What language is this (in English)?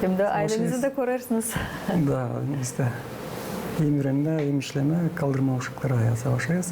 Gagauz